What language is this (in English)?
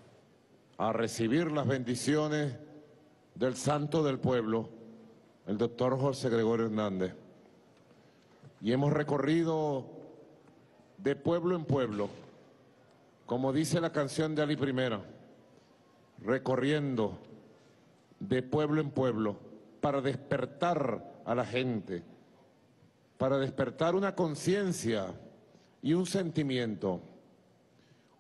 Spanish